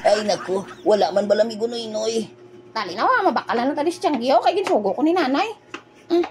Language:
Hiligaynon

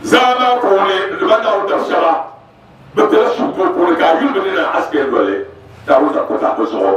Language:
Dagbani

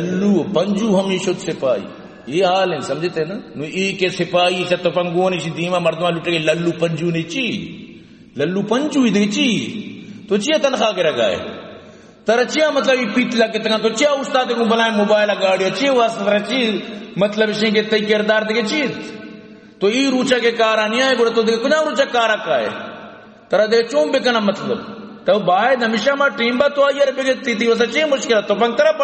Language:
Eastern Balochi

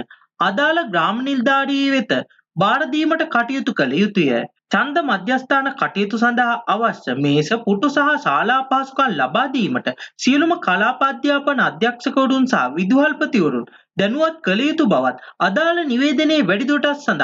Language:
Sinhala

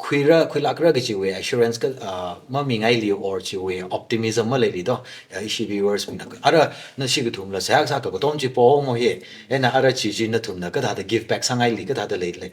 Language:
Tangkhul Naga (India)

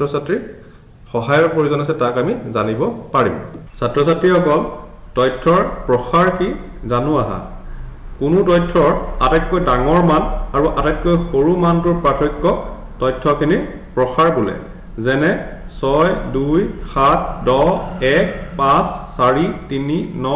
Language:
Assamese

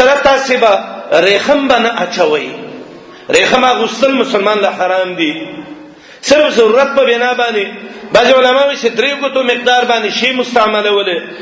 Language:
Pashto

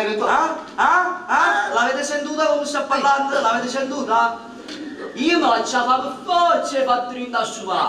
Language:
Neapolitan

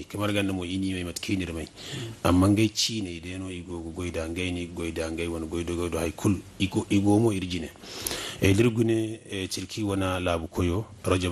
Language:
Zarma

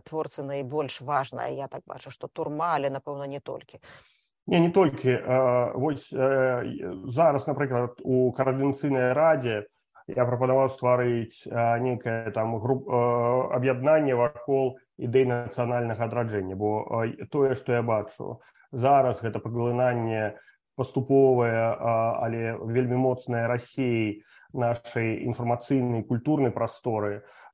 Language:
Belarusian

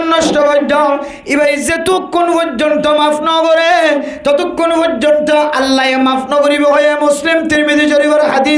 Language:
Rohingya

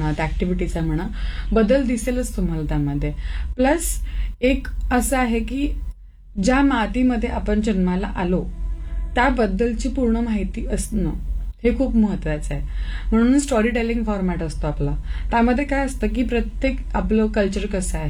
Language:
Marathi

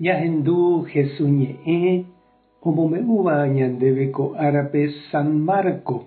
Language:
Guarani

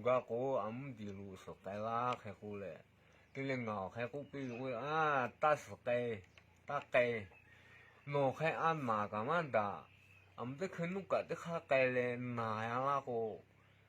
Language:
Lahu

